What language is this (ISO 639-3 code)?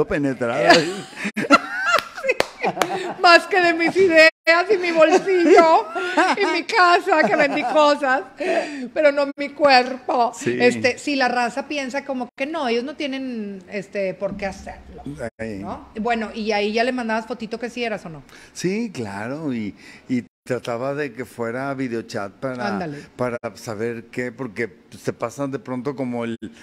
spa